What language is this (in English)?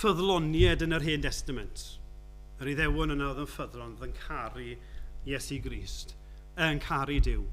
Welsh